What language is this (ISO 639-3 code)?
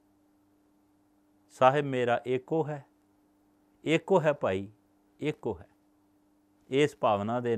pan